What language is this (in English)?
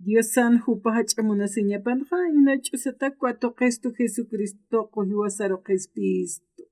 Aymara